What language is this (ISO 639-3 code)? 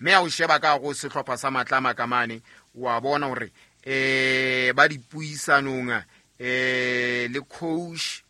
sot